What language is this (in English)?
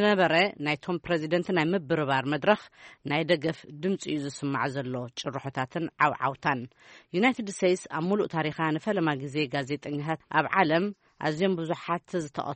Tigrinya